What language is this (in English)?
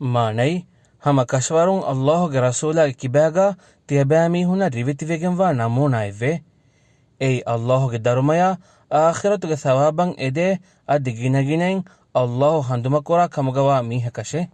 Divehi